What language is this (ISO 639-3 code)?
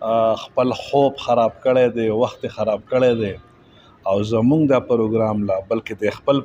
pus